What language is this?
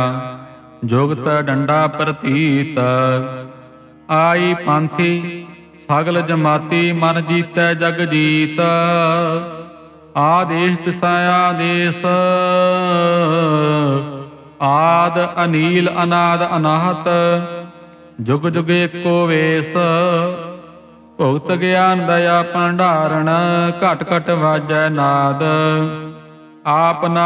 Punjabi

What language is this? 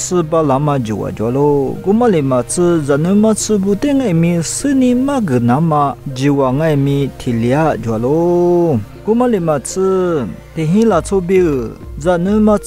Lisu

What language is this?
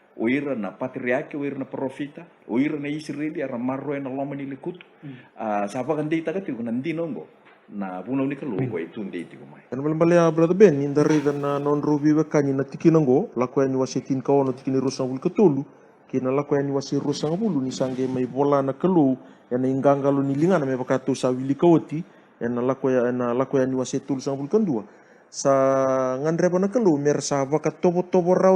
Fijian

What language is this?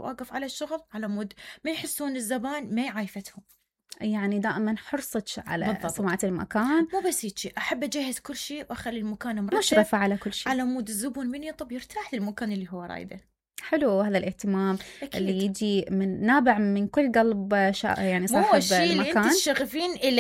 Mesopotamian Arabic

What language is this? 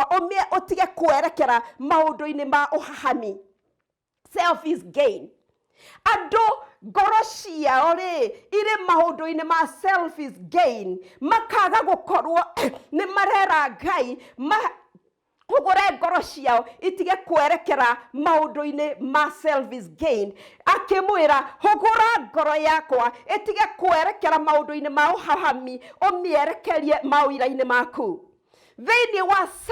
Kikuyu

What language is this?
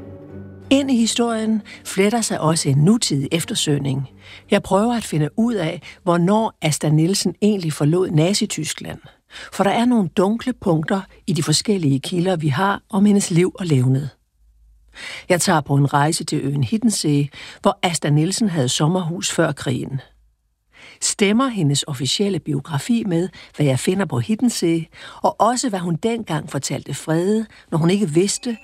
Danish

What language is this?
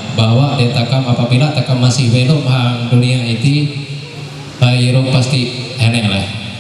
Ma'anyan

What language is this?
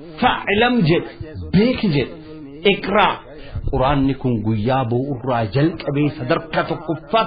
Oromo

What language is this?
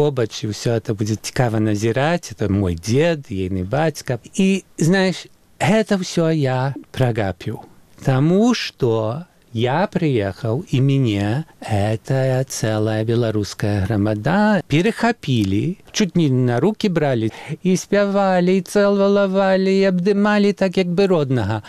Belarusian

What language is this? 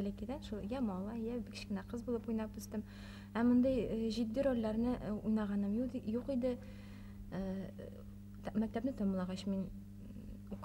Bashkir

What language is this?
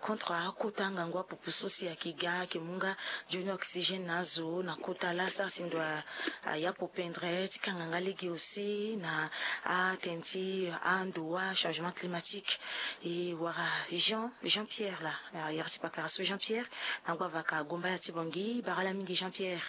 Sango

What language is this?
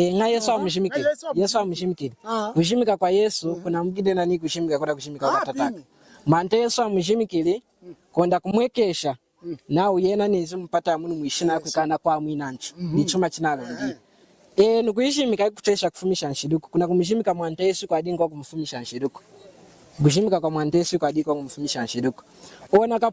Lunda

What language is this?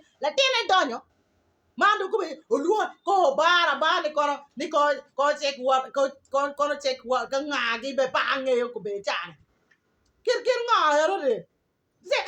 Acoli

